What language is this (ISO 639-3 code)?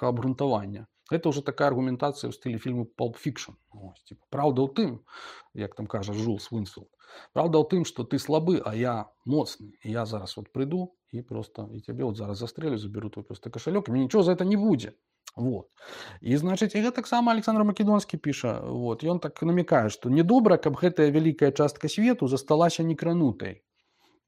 bel